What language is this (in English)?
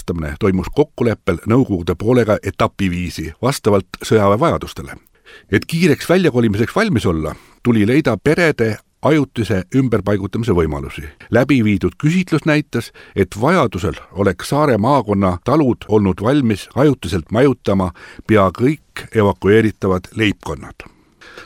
Estonian